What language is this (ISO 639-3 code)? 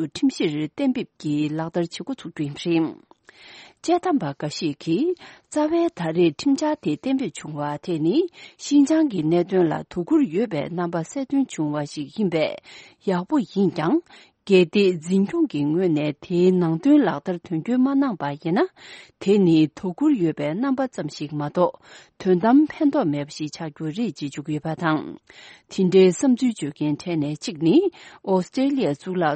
bod